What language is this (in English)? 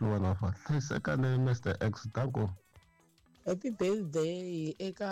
Tsonga